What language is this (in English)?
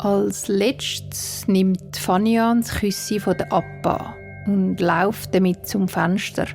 Swiss German